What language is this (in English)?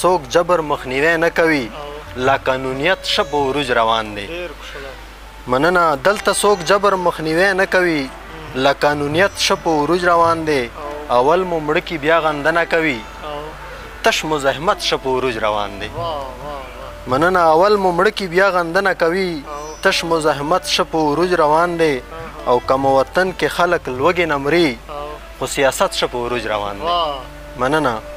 Pashto